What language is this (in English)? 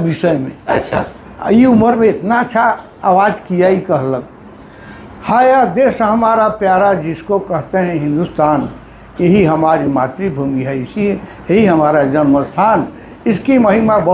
Sadri